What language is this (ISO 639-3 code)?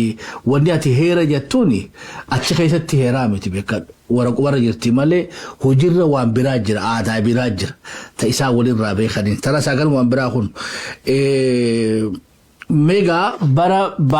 orm